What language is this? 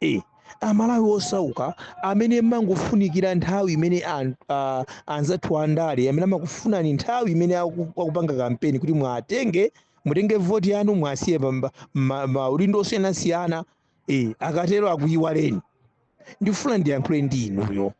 Nyanja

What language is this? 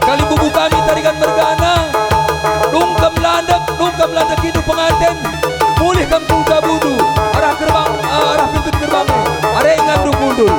Batak Karo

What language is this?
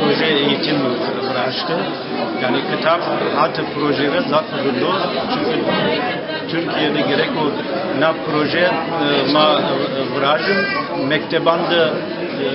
Zaza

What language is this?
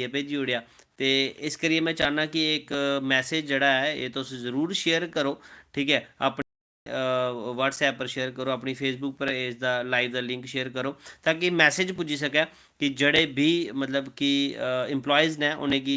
Dogri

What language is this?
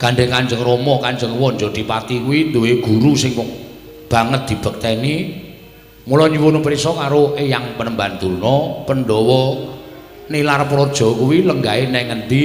Javanese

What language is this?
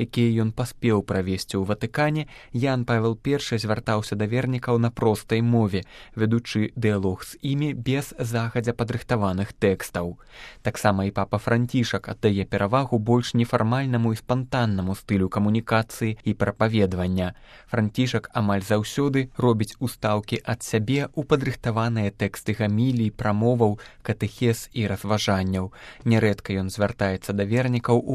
Belarusian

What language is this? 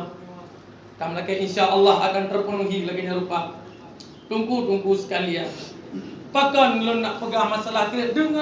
Achinese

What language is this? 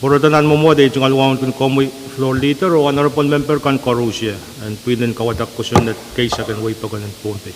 Pohnpeian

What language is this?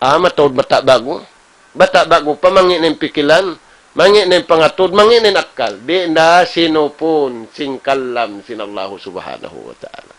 Tausug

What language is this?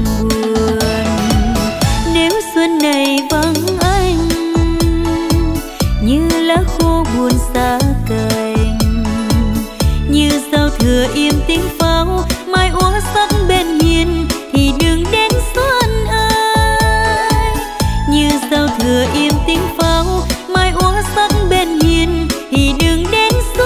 Vietnamese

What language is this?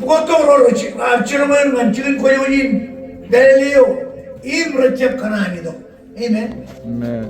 Marshallese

